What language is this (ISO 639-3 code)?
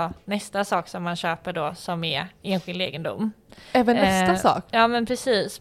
swe